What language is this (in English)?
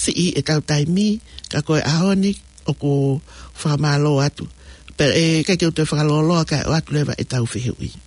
Tongan